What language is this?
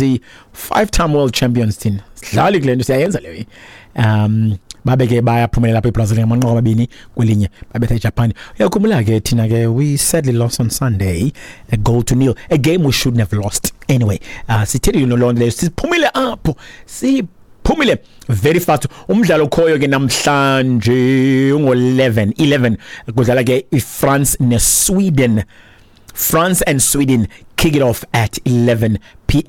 Xhosa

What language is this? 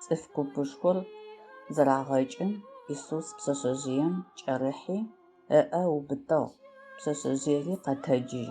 Adyghe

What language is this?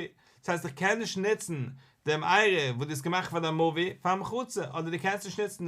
Yiddish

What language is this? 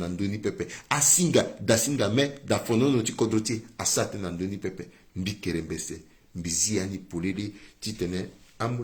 Sango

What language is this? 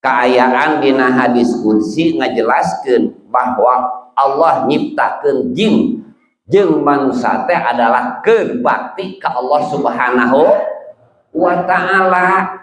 Sundanese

